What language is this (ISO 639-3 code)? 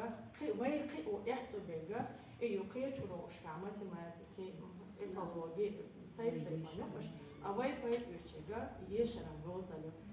che